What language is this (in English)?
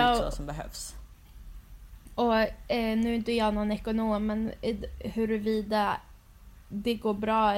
Swedish